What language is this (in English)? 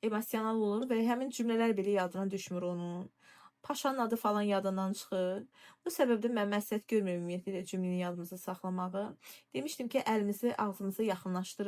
Azerbaijani